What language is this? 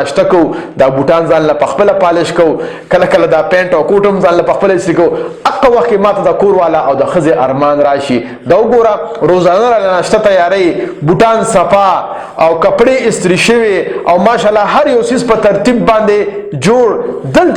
Pashto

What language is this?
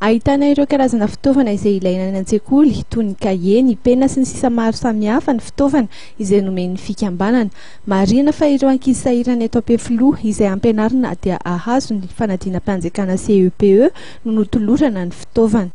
Malagasy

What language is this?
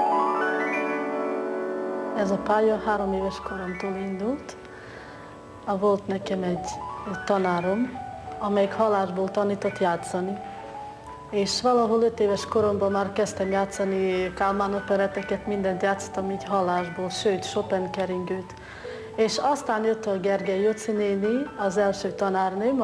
Hungarian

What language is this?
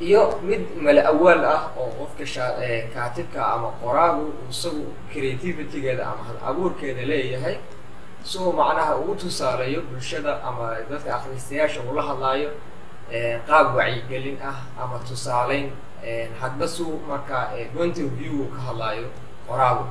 Somali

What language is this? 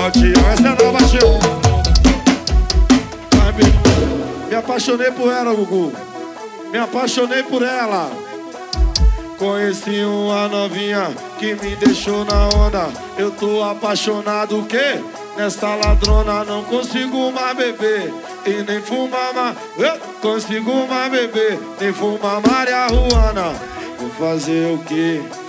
Portuguese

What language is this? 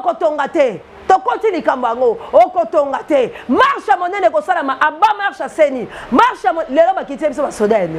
Lingala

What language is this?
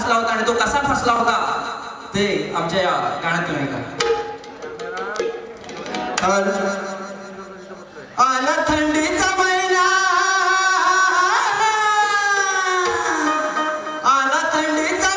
Marathi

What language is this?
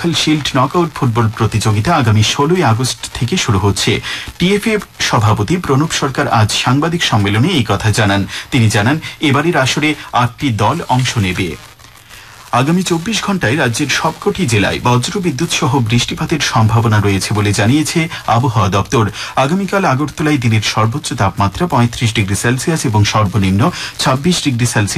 Bangla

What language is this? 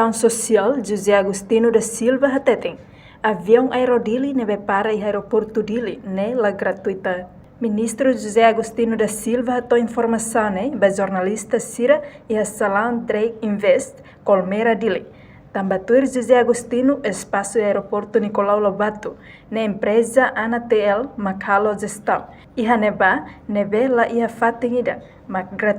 Tetum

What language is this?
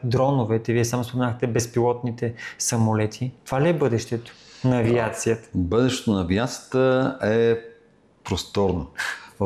Bulgarian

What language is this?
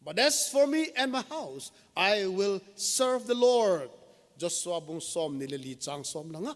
Thado Chin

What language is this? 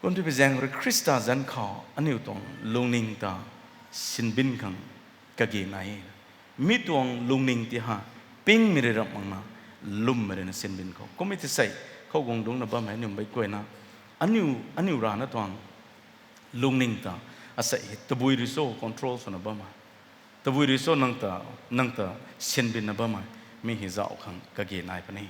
Rongmei Naga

